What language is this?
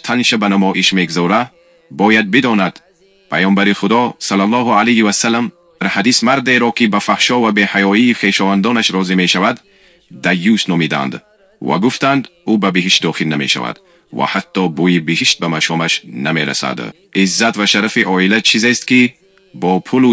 Tajik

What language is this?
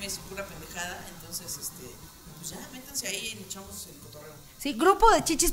Spanish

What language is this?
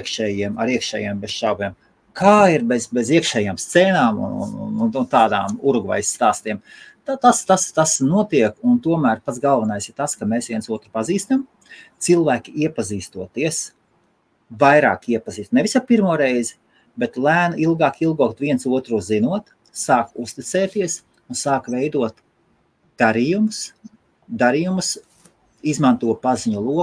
Latvian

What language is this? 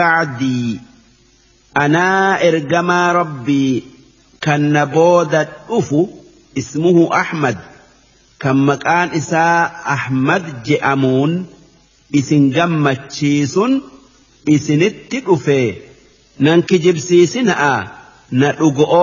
Oromo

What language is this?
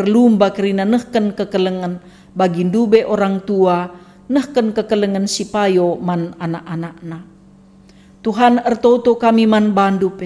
Batak Karo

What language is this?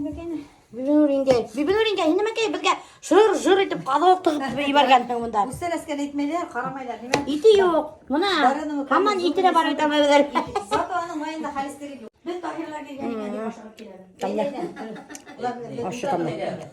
Bashkir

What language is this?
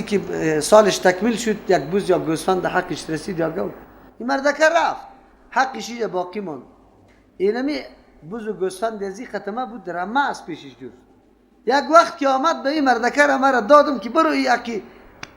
Persian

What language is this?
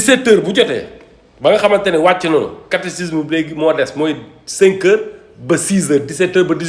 Wolof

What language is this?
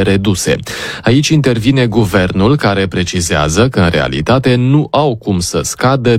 Romanian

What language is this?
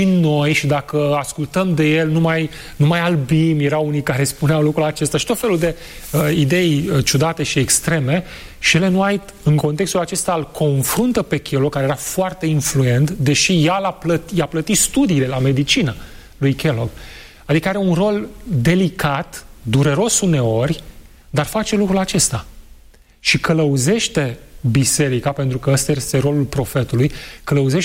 Romanian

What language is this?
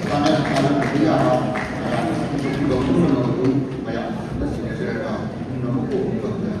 Manipuri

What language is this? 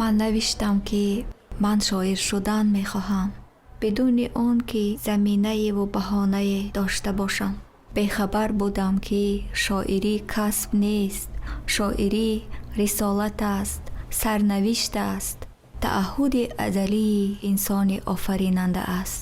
Tajik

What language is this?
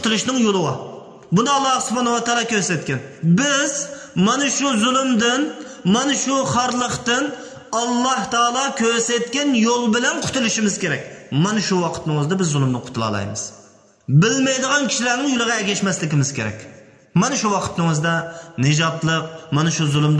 Uyghur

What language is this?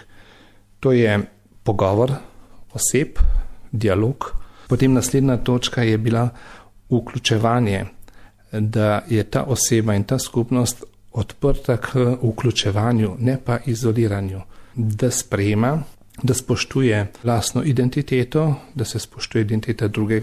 Slovenian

